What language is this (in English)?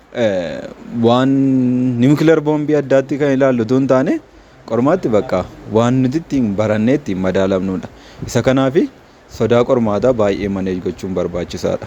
Oromo